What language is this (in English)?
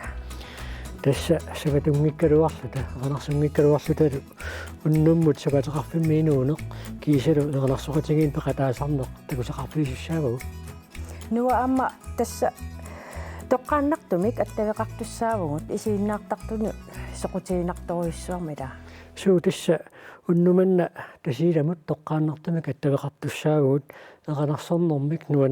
Kalaallisut